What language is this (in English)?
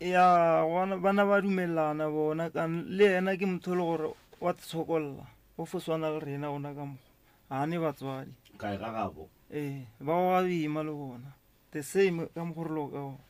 Northern Sotho